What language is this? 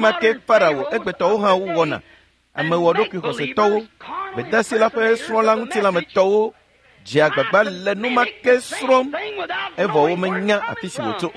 Ewe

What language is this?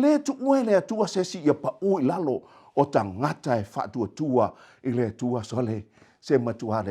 Samoan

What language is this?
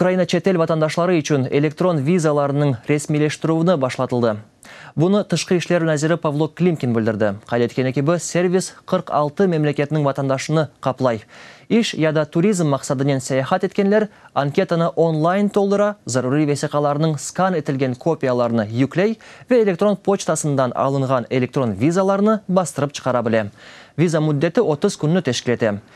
Crimean Tatar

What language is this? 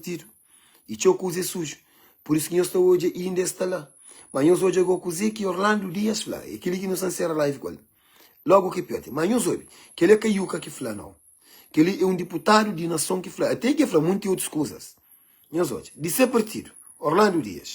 Kabuverdianu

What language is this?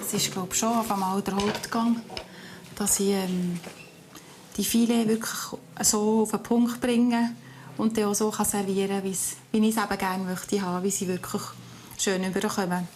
Swiss German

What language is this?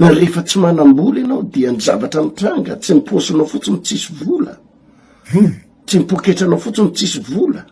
Malagasy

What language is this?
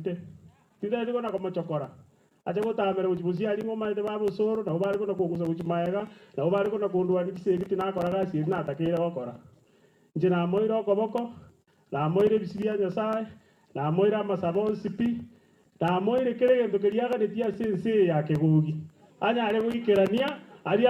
Gusii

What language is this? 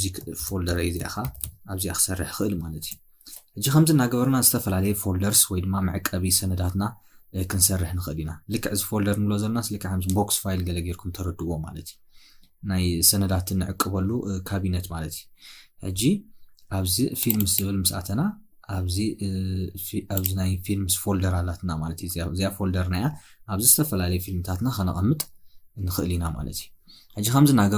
Tigrinya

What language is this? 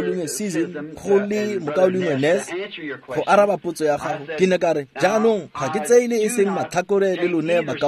Tswana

